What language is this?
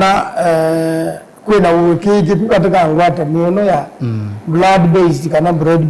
Kamba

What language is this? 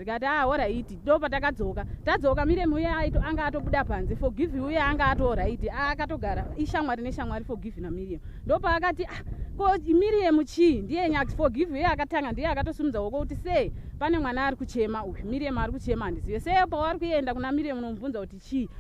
Shona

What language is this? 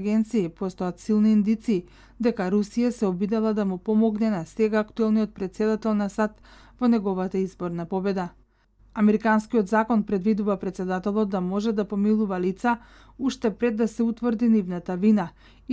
Macedonian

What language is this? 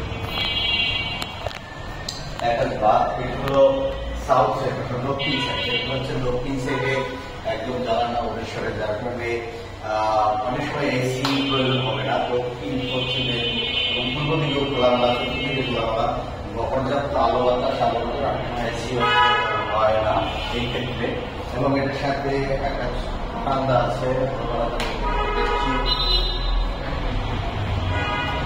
Bangla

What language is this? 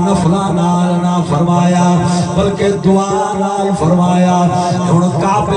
Saraiki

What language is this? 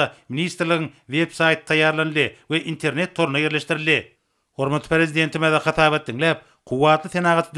Turkmen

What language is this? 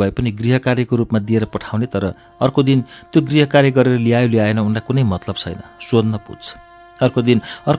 Nepali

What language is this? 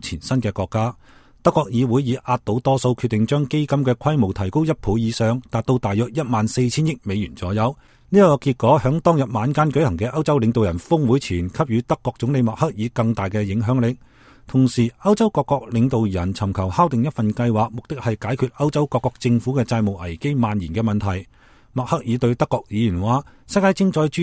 Cantonese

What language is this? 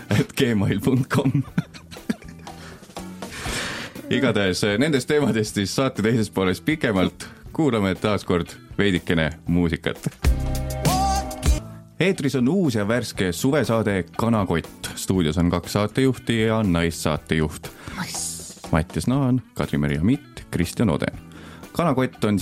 Estonian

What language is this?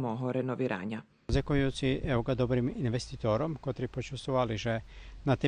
Rusyn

